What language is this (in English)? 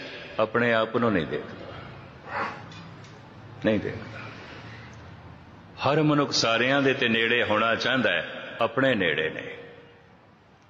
Punjabi